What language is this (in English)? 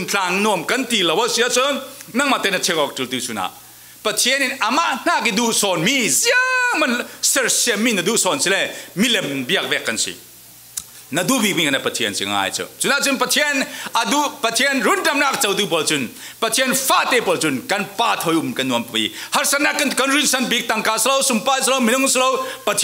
Falam Chin